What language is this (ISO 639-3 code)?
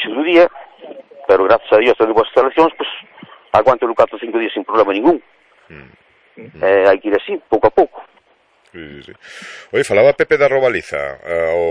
glg